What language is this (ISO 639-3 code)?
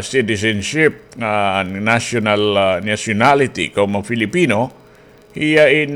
war